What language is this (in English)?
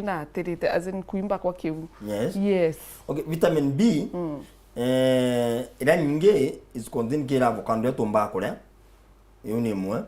Meru